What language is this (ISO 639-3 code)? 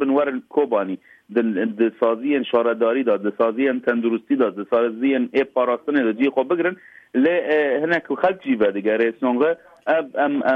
kur